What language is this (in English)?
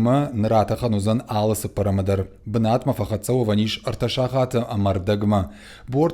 Ossetic